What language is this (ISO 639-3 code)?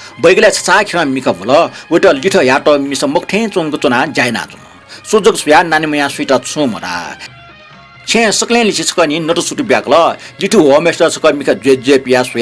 new